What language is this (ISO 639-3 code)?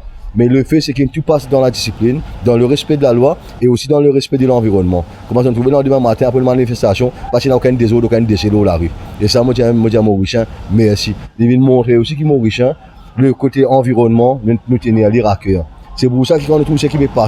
mfe